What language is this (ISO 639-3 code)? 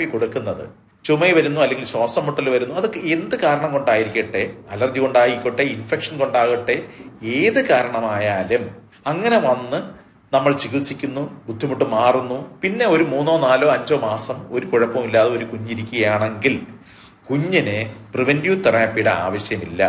mal